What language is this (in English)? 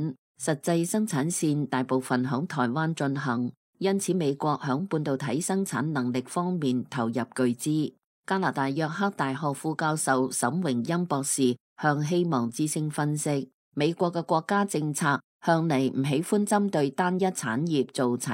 Cantonese